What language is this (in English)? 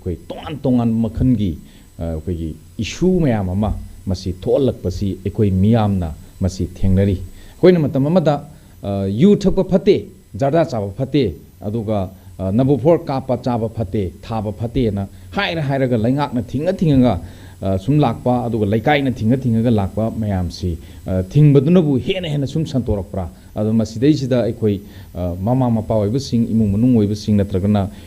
Manipuri